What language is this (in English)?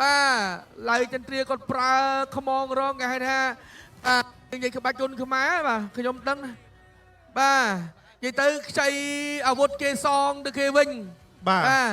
Khmer